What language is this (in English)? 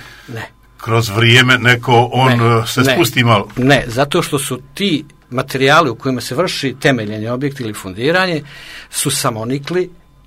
Serbian